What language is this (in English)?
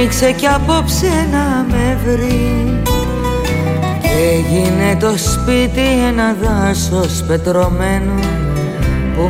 Greek